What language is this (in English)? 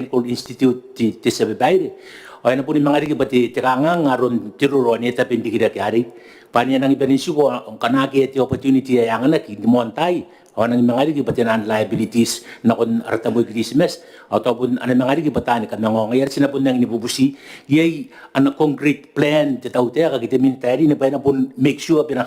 Gilbertese